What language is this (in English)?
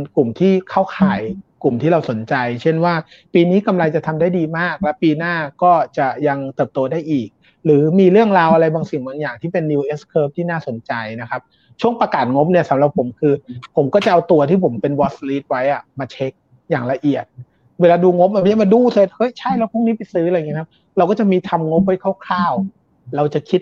Thai